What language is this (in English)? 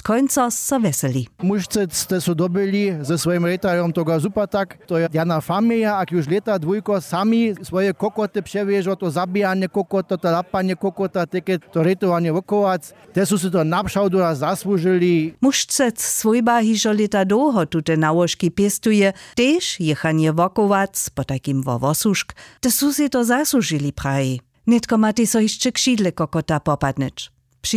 Upper Sorbian